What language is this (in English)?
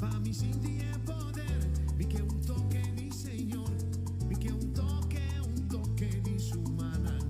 Papiamento